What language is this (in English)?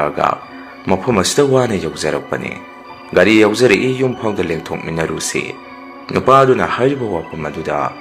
Manipuri